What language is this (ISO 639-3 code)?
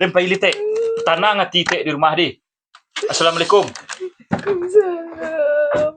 min